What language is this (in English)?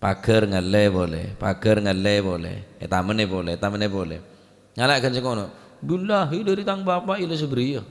Madurese